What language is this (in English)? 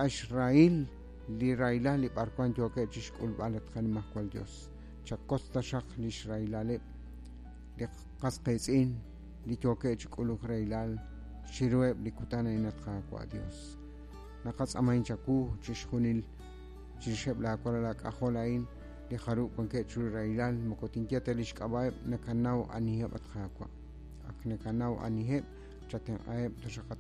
Kekchí